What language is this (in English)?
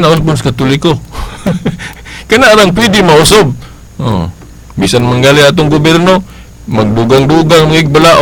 Cebuano